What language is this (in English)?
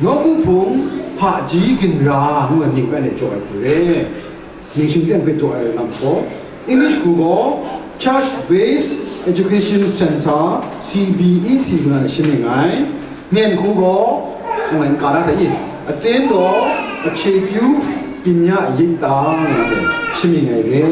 Kachin